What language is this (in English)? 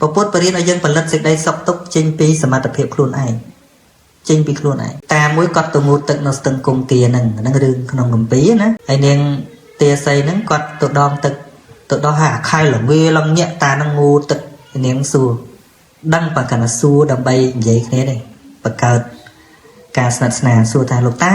Khmer